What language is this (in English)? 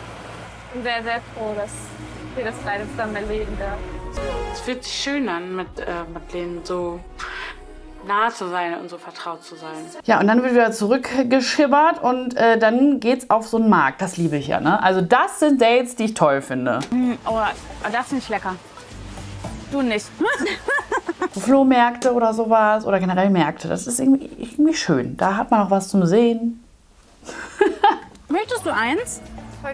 German